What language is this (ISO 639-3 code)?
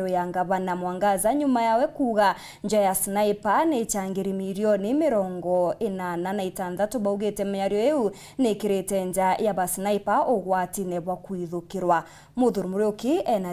mer